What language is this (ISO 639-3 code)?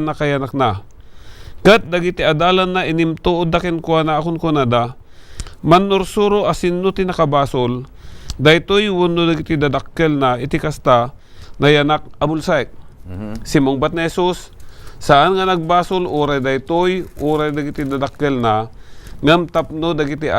ilo